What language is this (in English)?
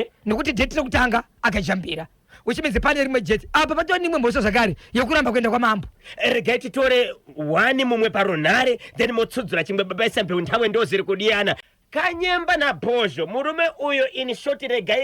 Shona